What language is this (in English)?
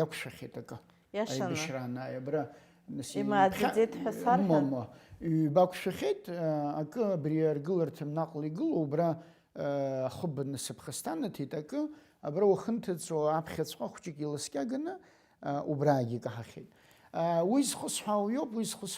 Abkhazian